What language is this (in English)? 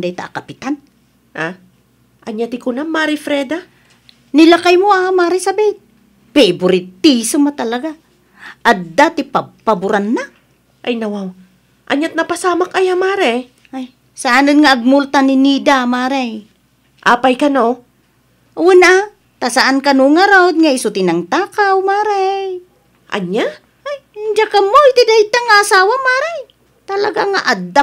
Iloko